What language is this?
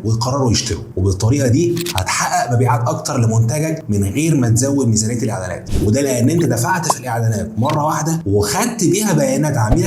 Egyptian Arabic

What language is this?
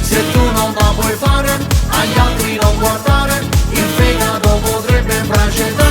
Neapolitan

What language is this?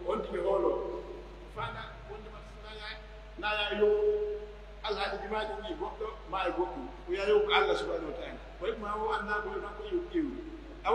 Pular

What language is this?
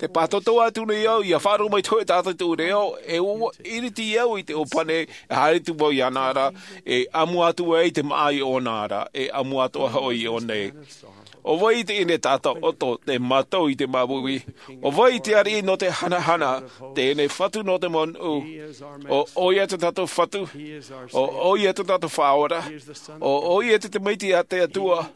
Tahitian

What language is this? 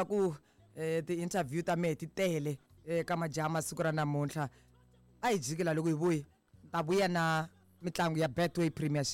Tsonga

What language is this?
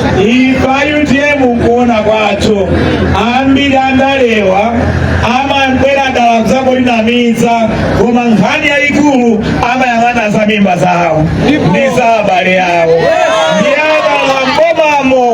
Nyanja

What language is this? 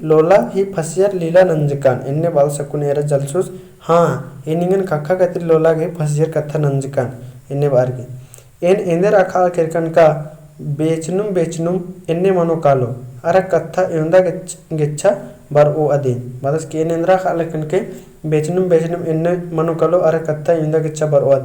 Kurukh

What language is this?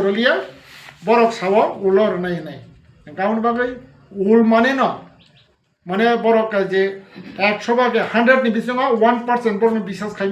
Kok Borok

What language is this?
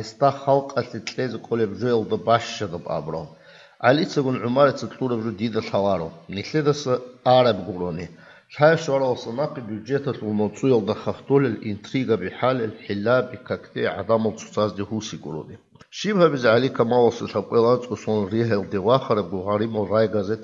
Avaric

